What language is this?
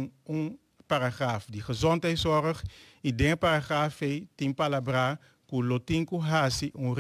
Papiamento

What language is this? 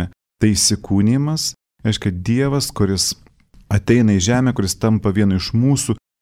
Lithuanian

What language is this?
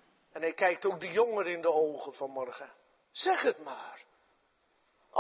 Dutch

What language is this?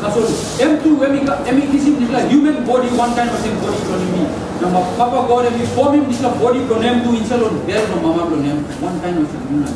Tok Pisin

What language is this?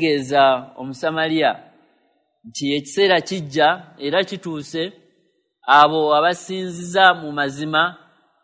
Ganda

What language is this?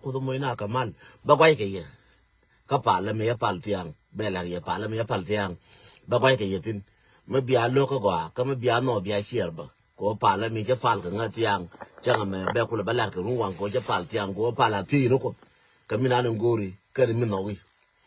Nuer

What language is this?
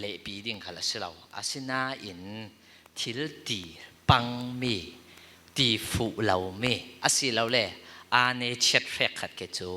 Falam Chin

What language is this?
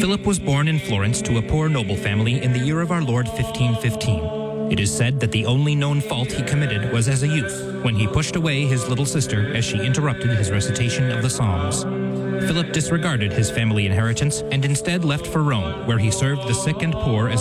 English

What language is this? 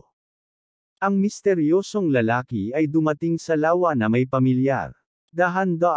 Filipino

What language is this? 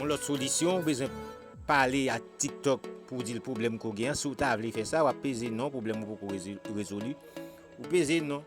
Haitian Creole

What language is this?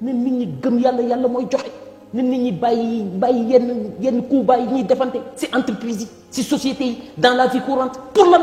Wolof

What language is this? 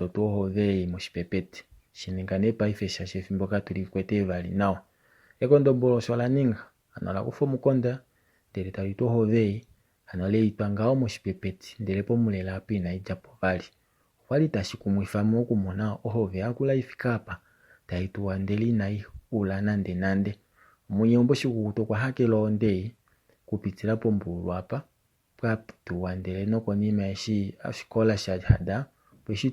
Kuanyama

